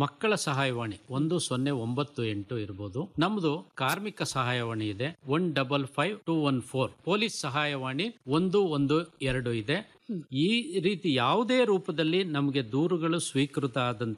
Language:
Kannada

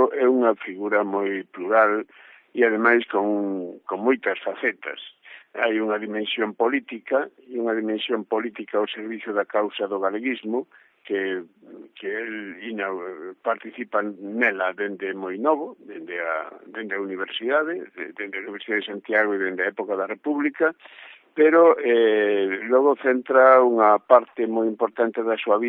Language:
Galician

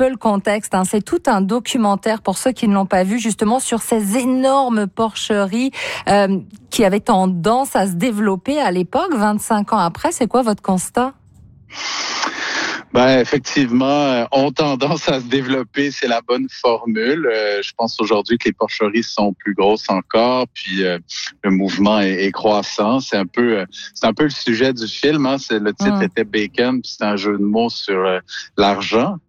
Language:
French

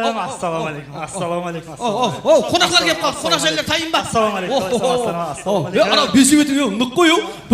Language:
Kara-Kalpak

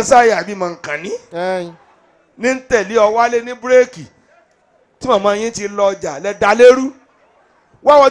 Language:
Yoruba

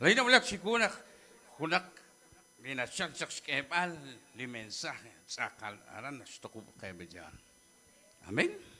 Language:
Kekchí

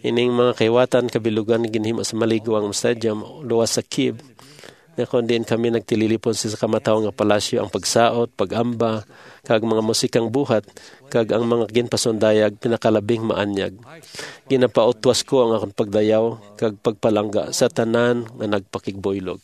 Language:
Hiligaynon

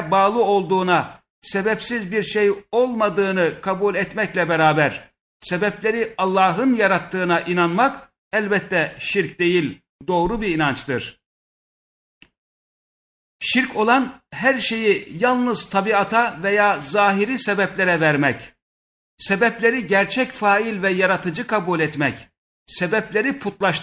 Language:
Turkish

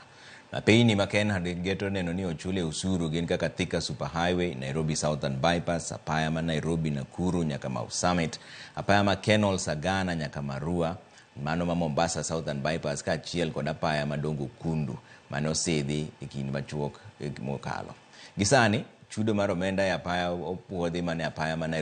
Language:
Luo (Kenya and Tanzania)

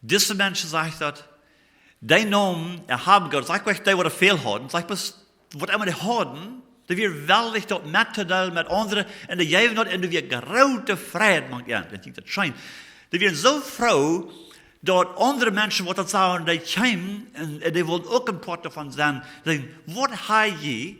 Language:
Plautdietsch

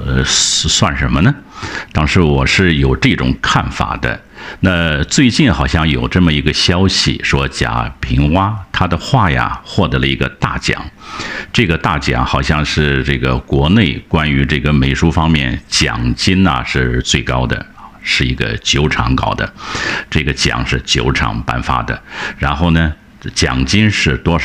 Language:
Chinese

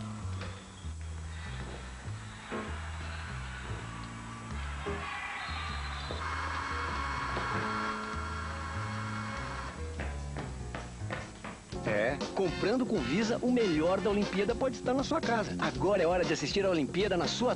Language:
Portuguese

